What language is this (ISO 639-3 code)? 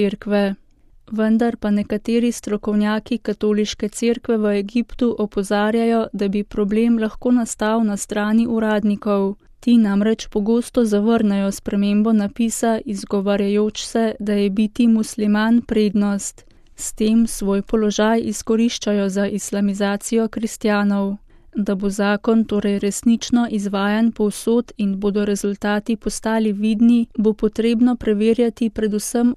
slv